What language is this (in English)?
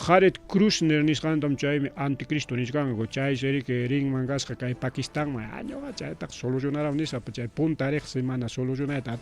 Ayacucho Quechua